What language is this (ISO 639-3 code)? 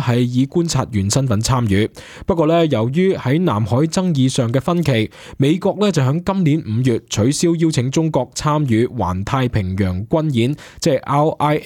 yue